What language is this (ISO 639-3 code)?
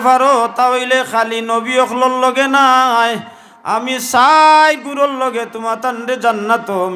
syl